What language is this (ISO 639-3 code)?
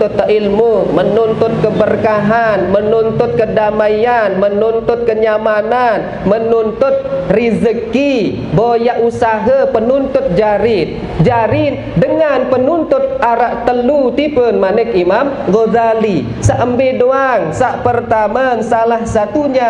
sas